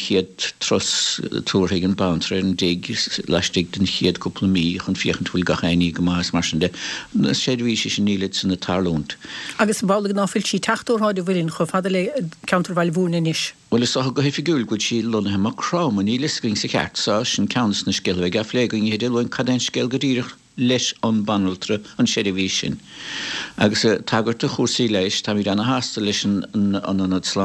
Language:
Irish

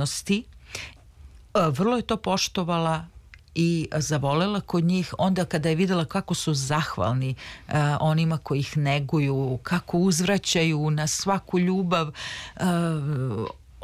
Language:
Serbian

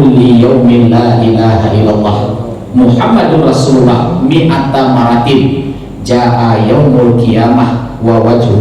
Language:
Minangkabau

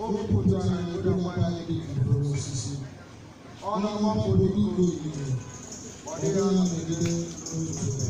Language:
Igbo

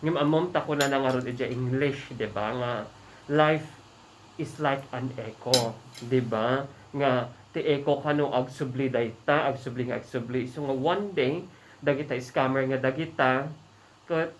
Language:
Iloko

